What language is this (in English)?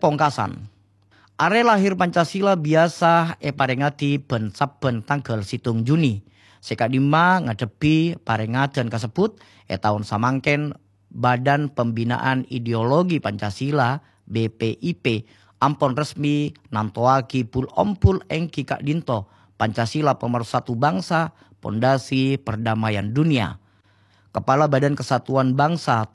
Madurese